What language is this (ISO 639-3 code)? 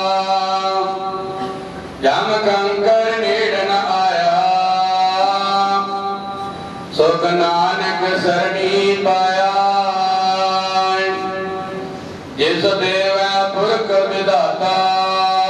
pan